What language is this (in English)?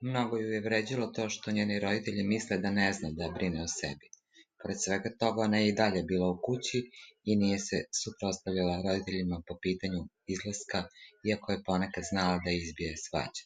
Serbian